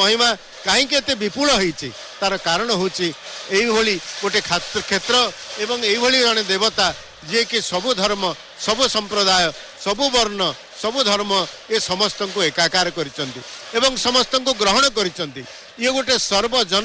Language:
Odia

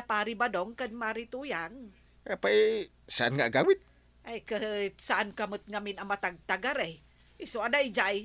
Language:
Iloko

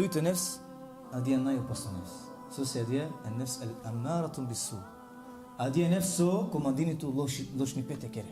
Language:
Balkan Romani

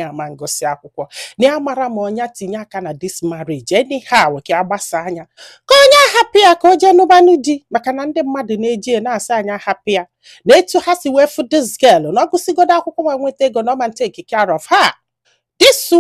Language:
Igbo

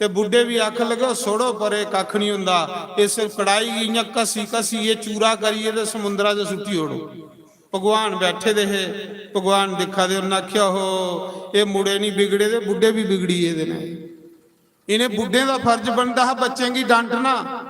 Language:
Dogri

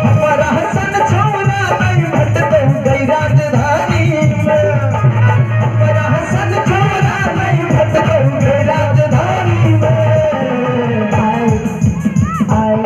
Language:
Maithili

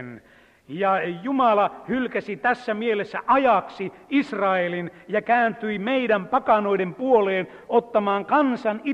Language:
Finnish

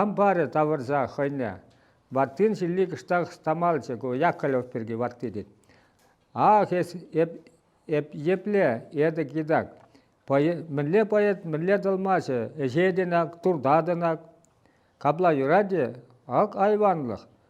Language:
Chuvash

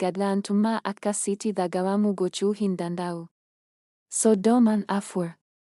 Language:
Oromo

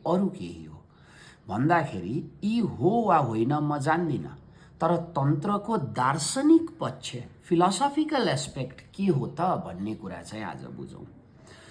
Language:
Nepali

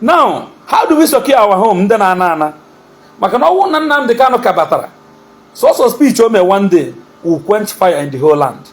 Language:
Igbo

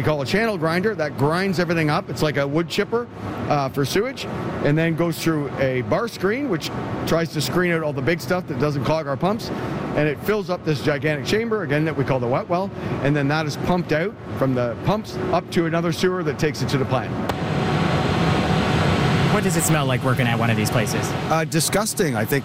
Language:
English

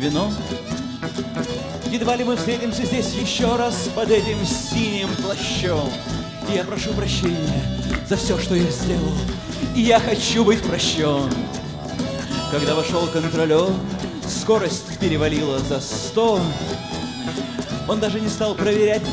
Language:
Russian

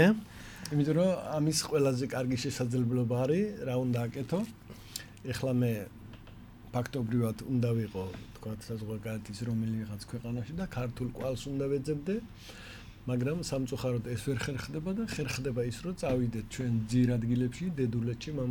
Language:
Georgian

